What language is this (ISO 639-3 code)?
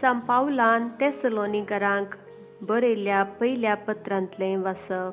kok